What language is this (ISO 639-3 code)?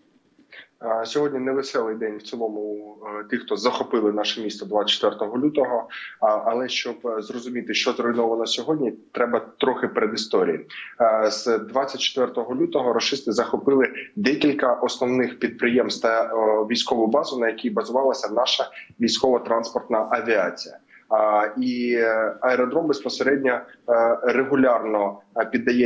ukr